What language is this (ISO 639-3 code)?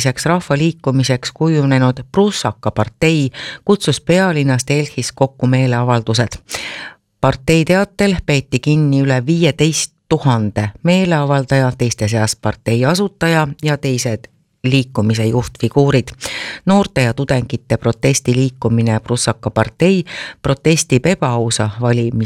est